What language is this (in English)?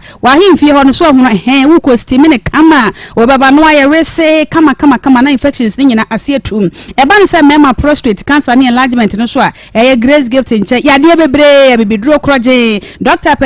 Akan